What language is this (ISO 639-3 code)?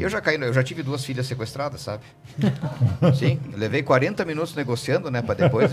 por